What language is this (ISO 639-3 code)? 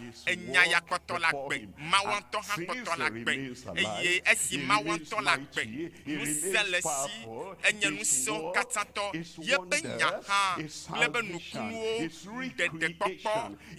ewe